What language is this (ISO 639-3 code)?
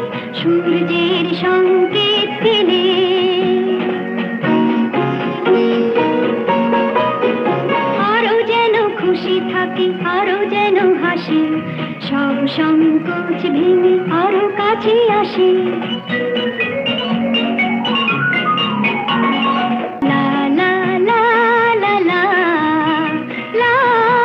ben